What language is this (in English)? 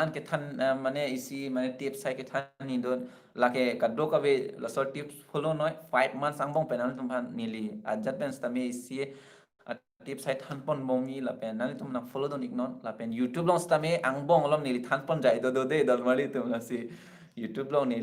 Karbi